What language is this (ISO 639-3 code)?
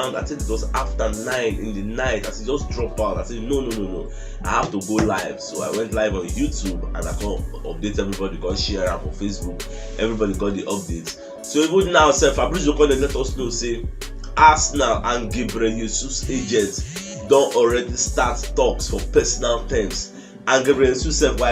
pcm